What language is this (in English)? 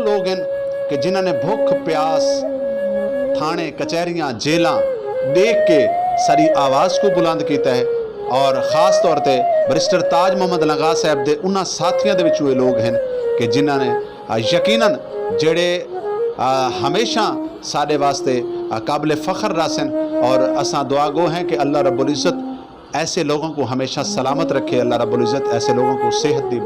Saraiki